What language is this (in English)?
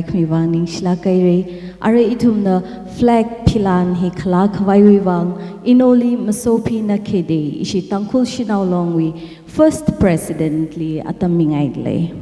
Tangkhul Naga (India)